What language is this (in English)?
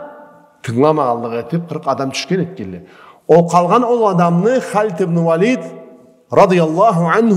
Karachay-Balkar